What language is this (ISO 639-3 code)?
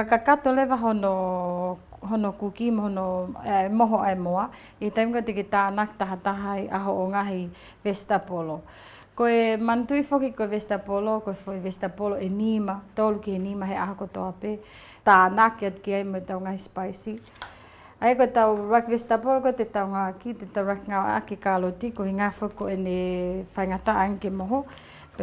ton